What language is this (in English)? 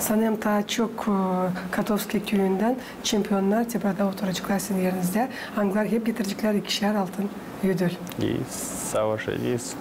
Gagauz